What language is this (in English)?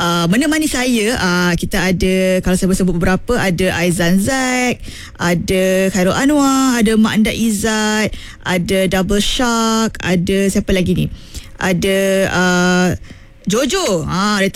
Malay